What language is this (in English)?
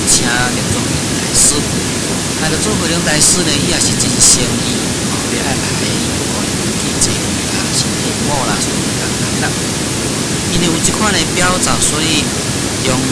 Min Nan Chinese